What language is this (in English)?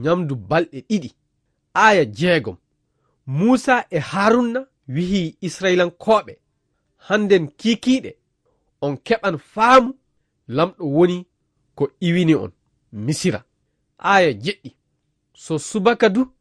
Fula